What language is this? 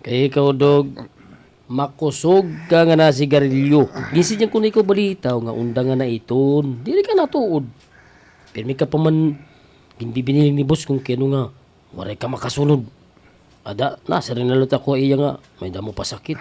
Waray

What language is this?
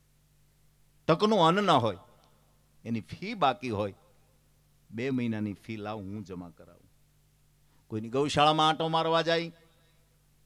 Gujarati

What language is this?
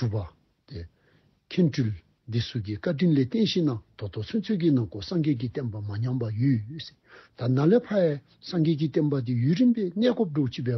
Dzongkha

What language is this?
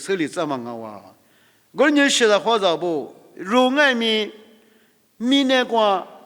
Lisu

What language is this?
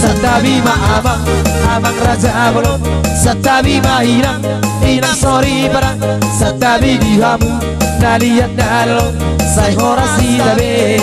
Batak Toba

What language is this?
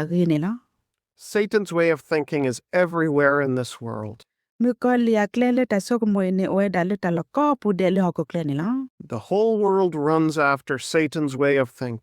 S'gaw Karen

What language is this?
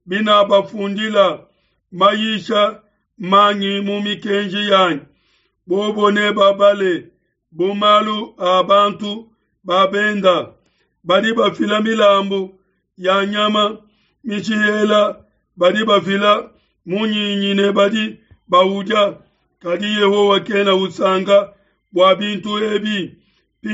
Luba-Lulua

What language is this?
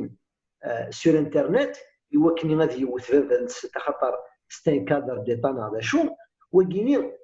Kabyle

